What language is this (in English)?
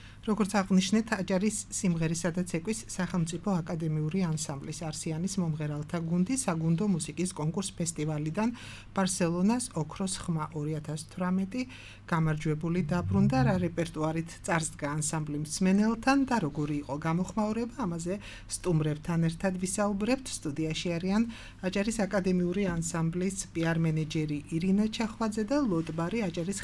Georgian